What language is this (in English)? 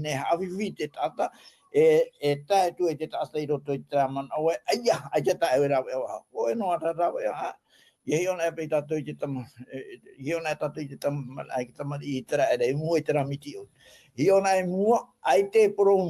Tahitian